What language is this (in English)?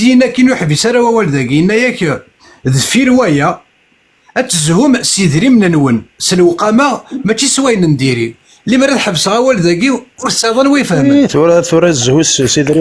Kabyle